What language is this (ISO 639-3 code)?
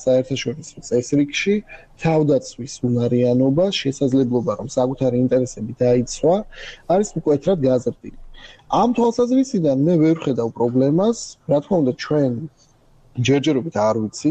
kat